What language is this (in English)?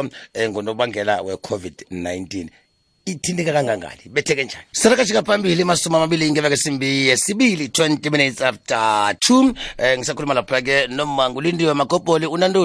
South Ndebele